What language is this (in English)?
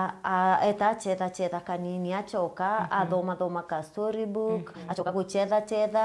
Meru